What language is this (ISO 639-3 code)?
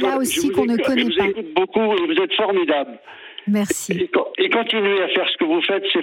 fra